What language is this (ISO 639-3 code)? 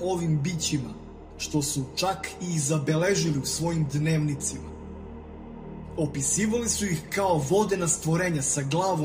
srp